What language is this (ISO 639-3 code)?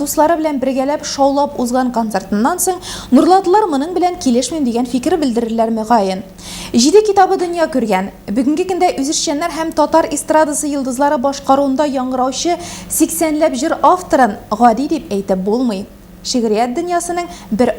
tat